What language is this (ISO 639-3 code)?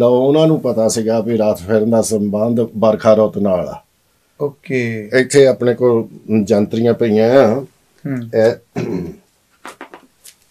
pan